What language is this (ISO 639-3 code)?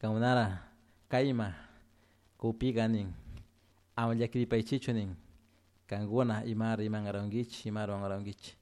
qug